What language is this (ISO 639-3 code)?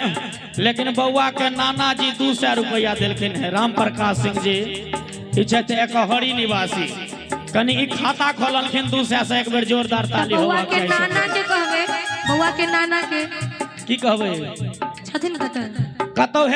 mai